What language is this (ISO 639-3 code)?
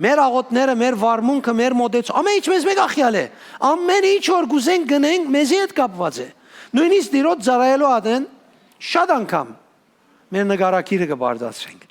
hyw